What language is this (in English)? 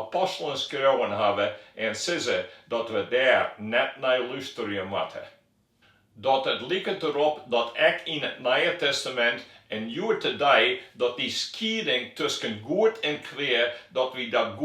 Western Frisian